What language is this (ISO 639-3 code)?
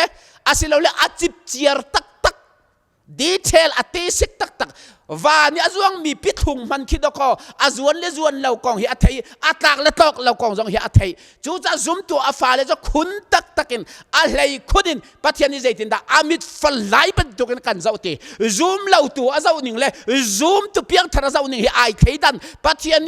cnh